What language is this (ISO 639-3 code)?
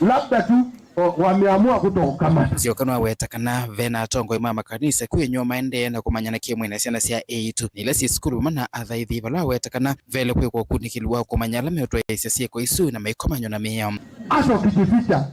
kam